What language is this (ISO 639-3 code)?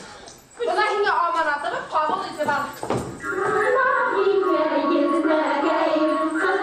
bak